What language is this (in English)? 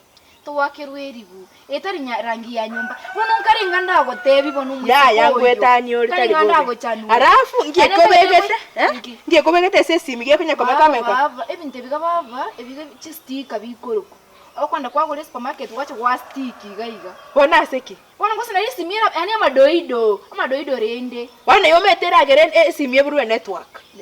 Gusii